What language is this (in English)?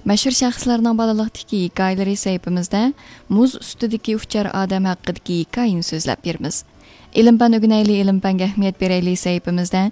Uyghur